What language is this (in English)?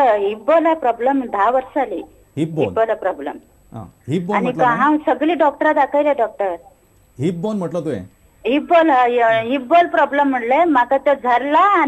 Konkani